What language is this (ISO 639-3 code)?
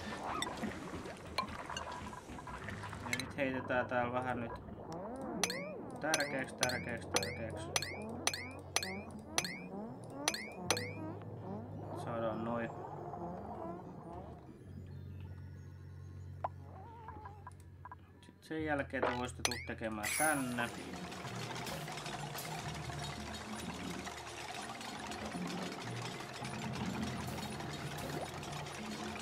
fin